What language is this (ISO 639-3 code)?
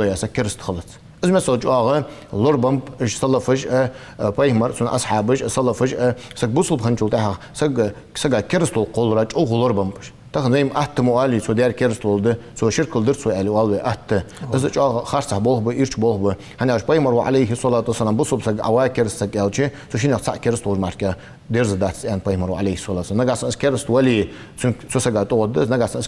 inh